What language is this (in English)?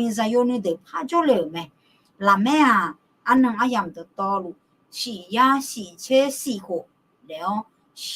Akha